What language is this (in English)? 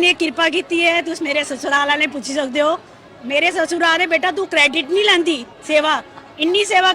Dogri